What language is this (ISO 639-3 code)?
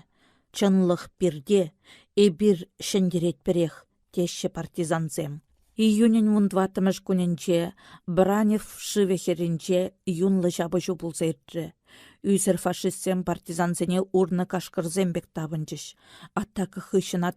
chv